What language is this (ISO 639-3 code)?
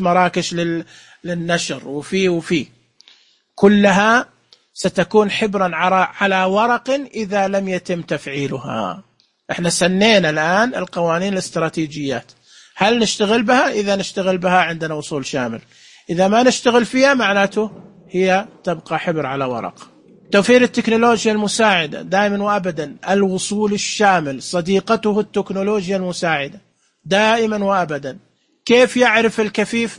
ars